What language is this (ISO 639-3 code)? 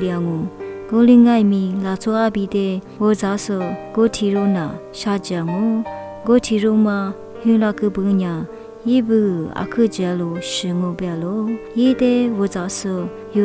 lis